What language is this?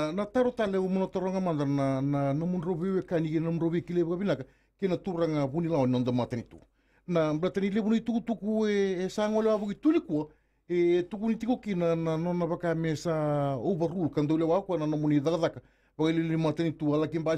Fijian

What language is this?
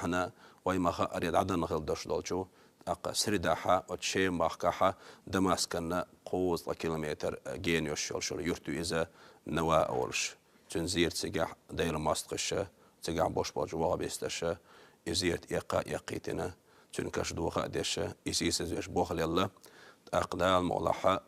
Chechen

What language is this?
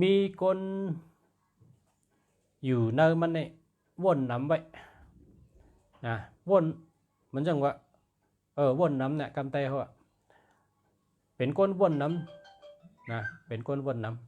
Shan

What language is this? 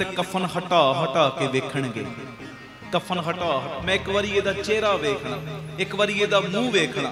Punjabi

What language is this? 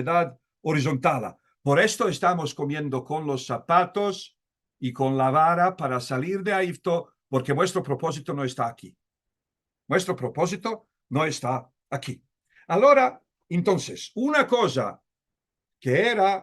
Ladino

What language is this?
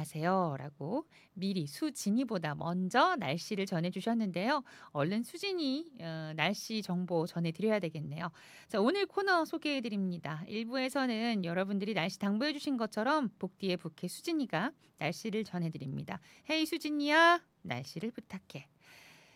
Korean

